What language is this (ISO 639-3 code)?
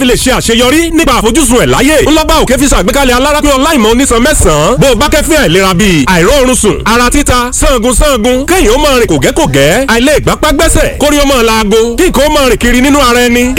yor